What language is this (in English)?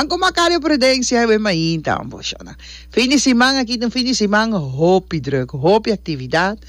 Papiamento